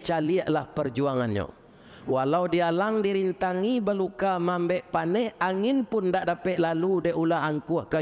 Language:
Minangkabau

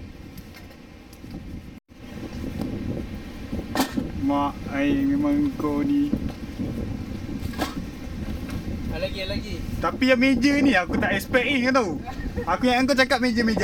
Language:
Malay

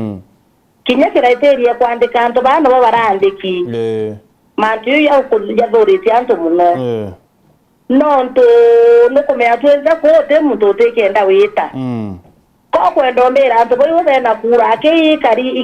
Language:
Meru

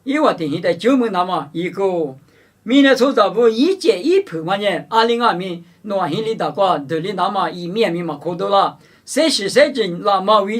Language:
Lisu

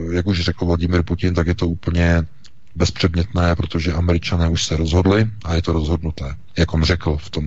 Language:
Czech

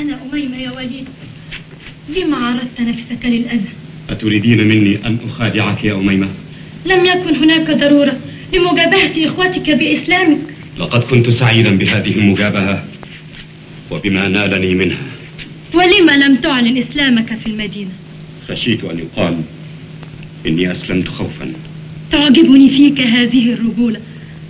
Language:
Arabic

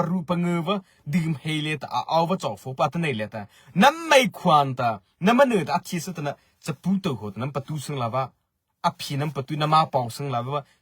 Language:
Mara Chin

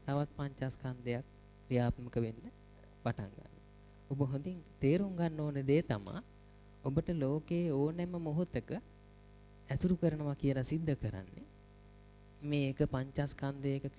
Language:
Sinhala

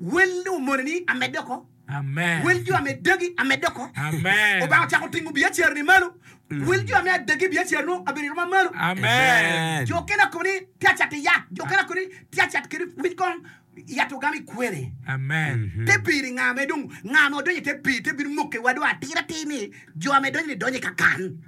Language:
Acoli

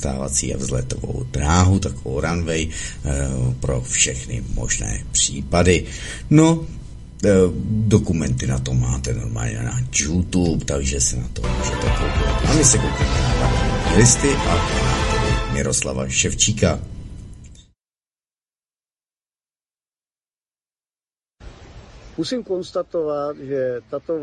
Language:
Czech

